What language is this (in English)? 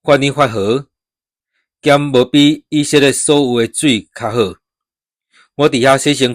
Min Nan Chinese